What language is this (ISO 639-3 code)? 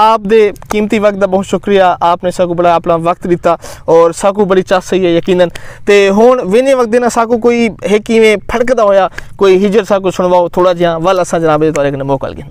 skr